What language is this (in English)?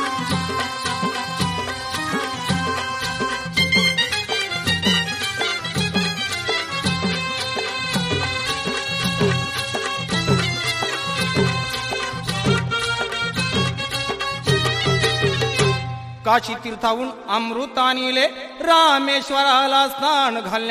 Marathi